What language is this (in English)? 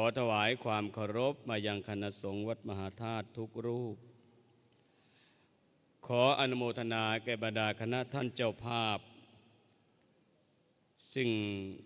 Thai